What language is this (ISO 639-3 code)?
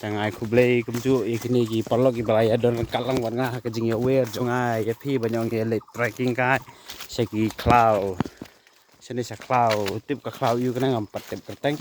kha